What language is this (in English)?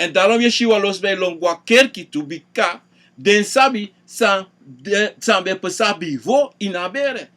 Sranan Tongo